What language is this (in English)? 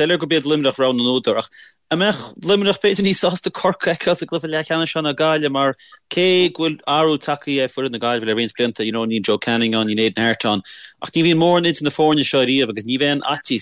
Irish